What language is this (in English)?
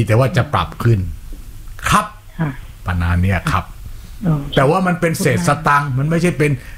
Thai